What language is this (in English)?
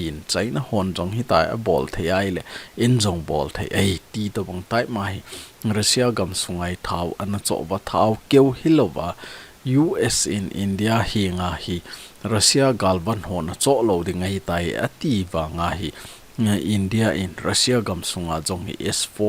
Thado Chin